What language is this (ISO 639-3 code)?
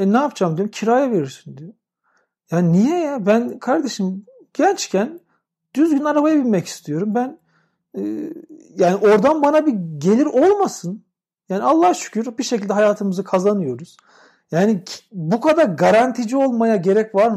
tur